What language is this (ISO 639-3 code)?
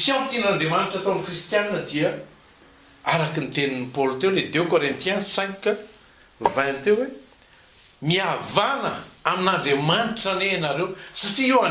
mlg